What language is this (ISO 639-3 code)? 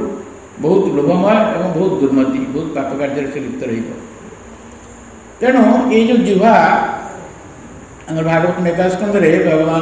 ori